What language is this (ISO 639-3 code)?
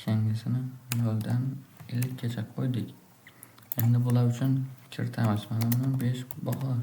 uzb